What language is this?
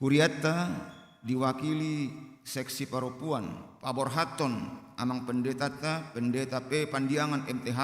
Batak Toba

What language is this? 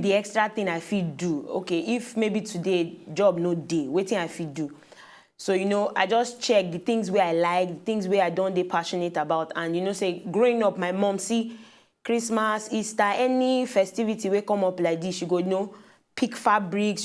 Nigerian Pidgin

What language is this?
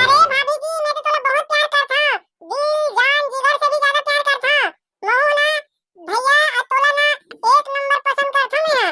Chhattisgarhi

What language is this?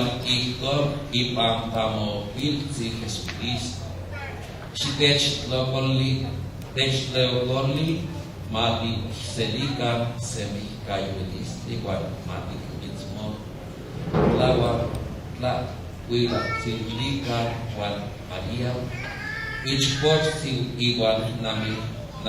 Nahuatl languages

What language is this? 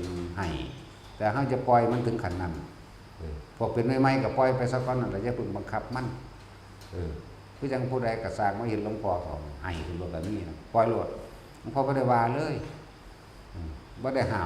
Northeastern Thai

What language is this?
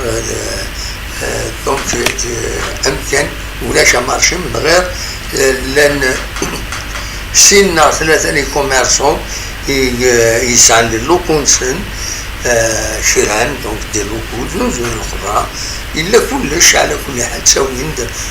Kabyle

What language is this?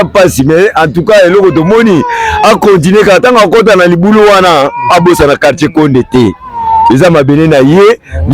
Lingala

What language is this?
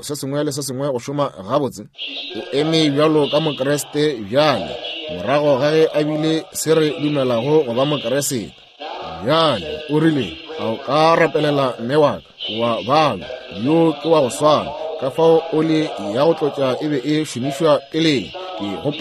Northern Sotho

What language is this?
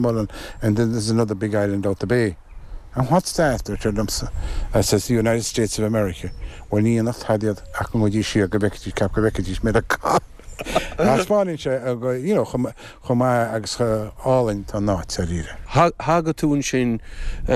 Irish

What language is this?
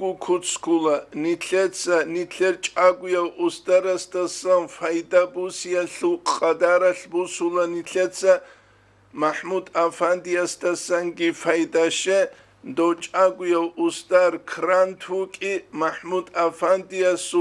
Avaric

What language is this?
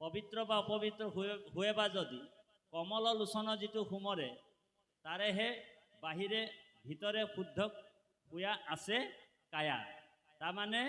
Assamese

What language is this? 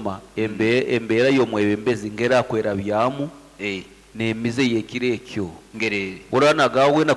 Nyankole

